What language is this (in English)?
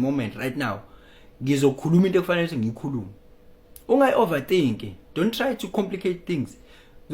Zulu